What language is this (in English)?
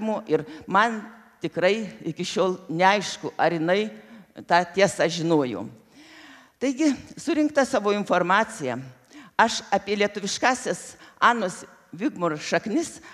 Lithuanian